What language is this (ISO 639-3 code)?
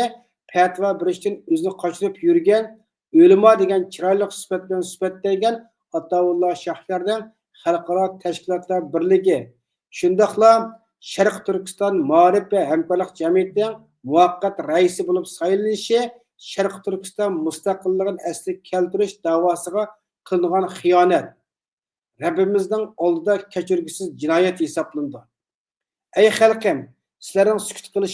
uig